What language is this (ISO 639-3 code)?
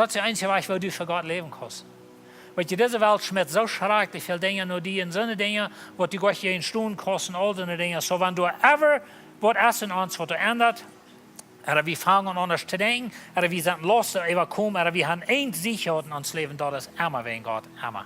pdt